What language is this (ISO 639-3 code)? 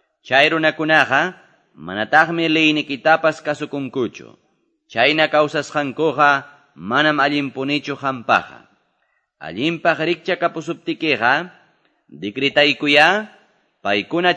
que